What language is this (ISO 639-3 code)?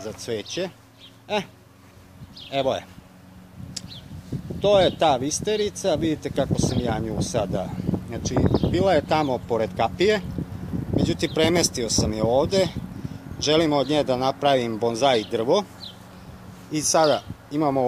srp